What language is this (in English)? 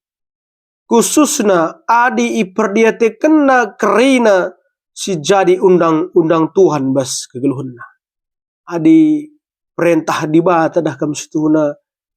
Batak Karo